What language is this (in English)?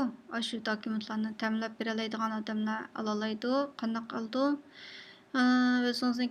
Uyghur